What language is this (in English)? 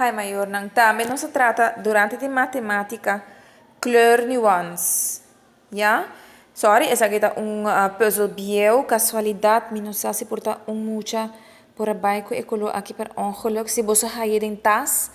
Papiamento